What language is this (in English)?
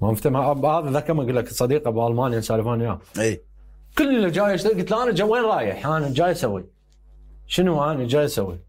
Mesopotamian Arabic